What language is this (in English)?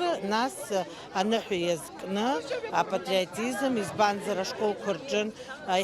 Abkhazian